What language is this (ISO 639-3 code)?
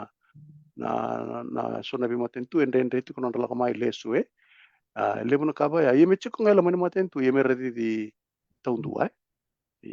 fij